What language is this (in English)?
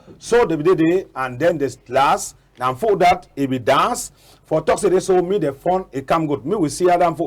Cameroon Pidgin